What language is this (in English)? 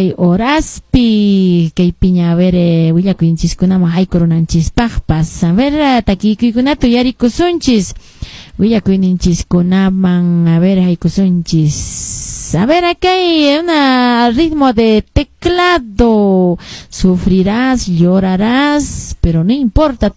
Quechua